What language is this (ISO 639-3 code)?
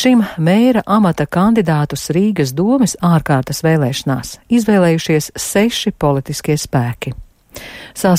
lav